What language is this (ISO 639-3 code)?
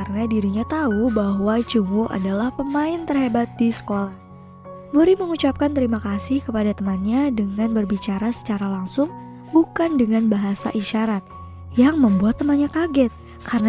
ind